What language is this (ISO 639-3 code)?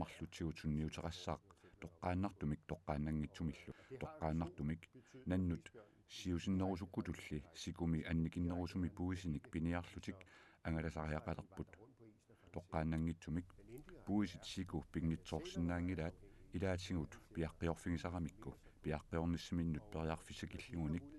kal